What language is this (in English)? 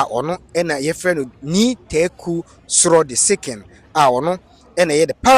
Akan